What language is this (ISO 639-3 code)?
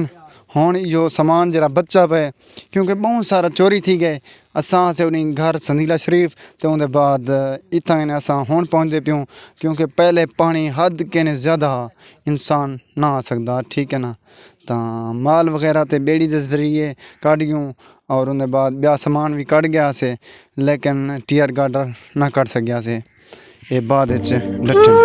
skr